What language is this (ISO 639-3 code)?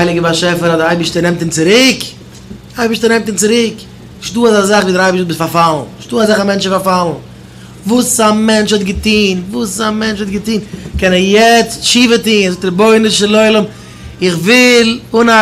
yid